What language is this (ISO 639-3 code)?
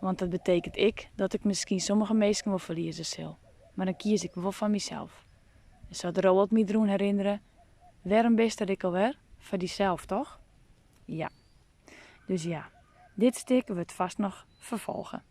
fry